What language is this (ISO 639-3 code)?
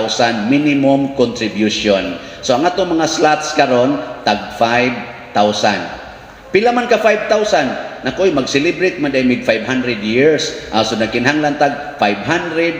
ceb